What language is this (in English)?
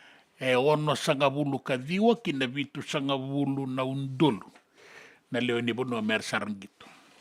Fijian